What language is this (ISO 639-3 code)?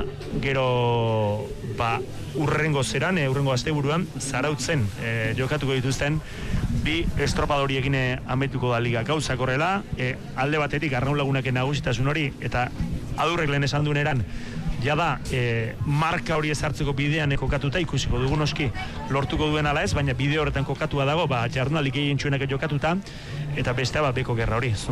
eus